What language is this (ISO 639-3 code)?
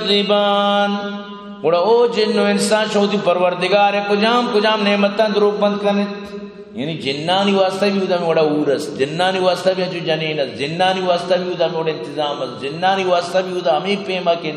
bgp